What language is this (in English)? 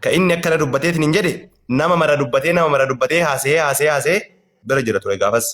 Oromo